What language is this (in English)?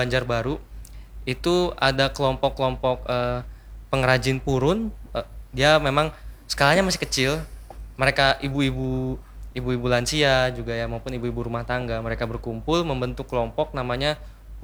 Indonesian